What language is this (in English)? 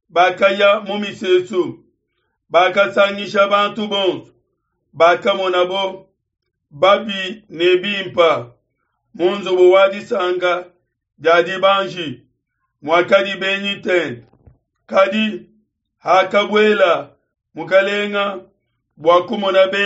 Luba-Lulua